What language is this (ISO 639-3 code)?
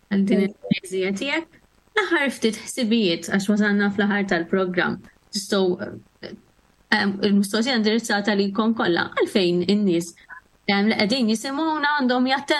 mlt